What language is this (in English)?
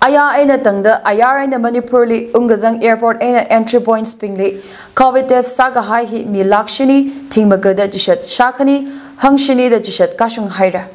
Tangkhul Naga (India)